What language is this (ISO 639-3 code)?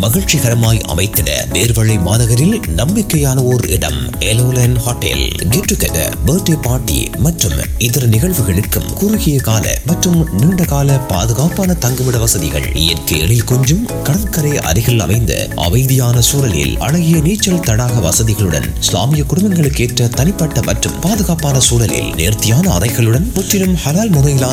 tam